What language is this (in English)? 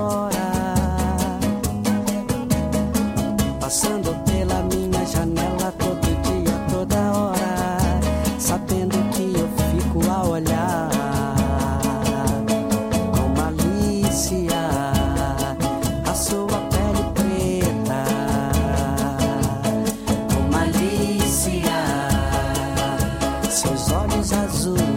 Portuguese